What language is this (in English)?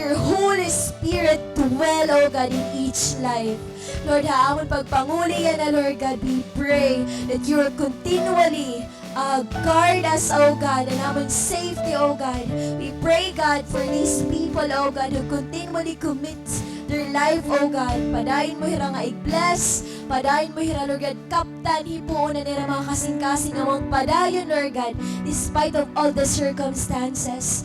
Waray